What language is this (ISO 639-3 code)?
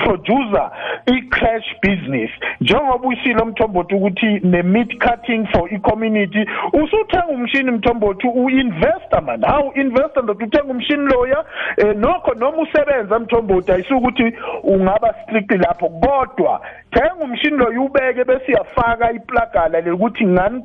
nbl